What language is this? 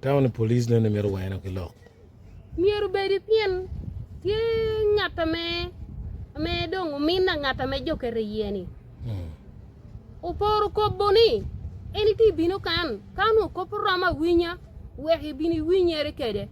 Acoli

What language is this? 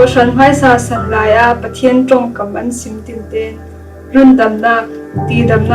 Falam Chin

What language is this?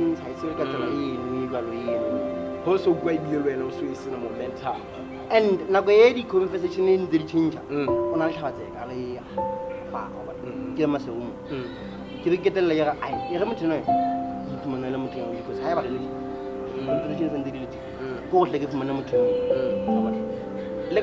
Southern Sotho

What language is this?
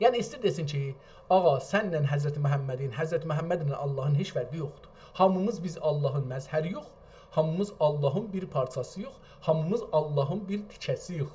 South Azerbaijani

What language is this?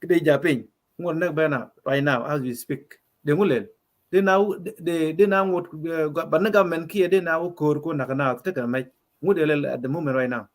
Nuer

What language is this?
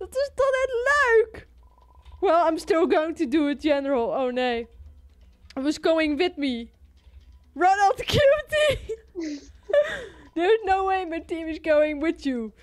Western Frisian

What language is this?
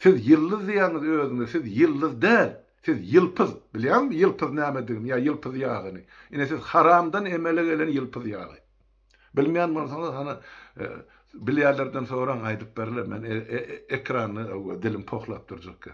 Turkmen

